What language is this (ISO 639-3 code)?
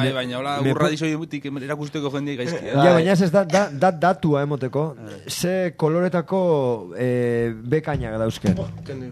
eus